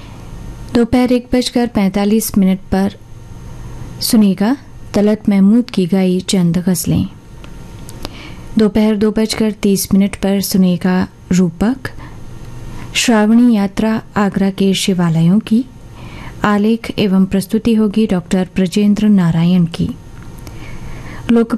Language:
Hindi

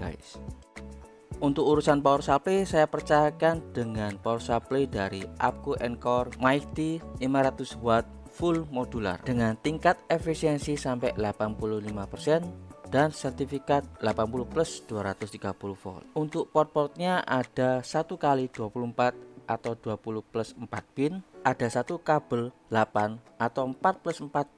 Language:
Indonesian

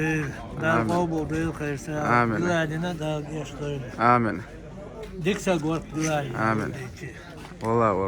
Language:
Chechen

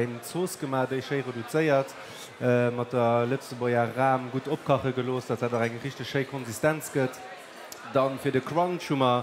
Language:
Luxembourgish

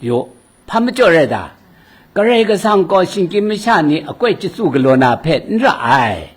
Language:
Kachin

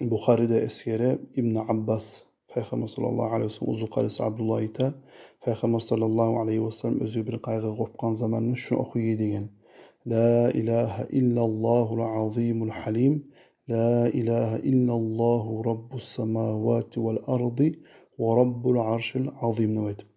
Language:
Kumyk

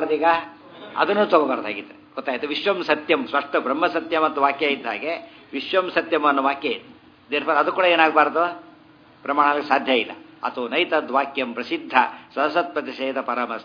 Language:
Kannada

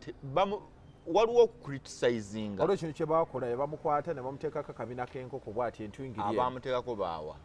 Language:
Ganda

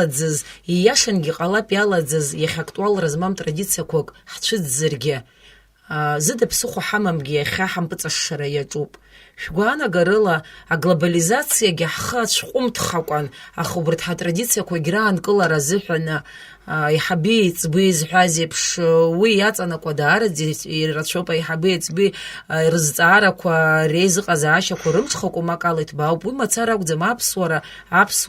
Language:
Abkhazian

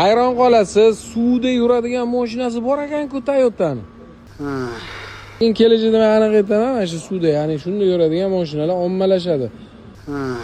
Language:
Uzbek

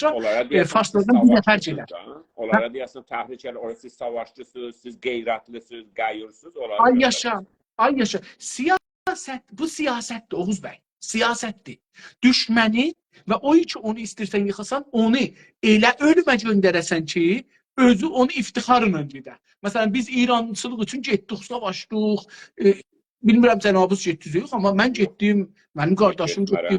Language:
South Azerbaijani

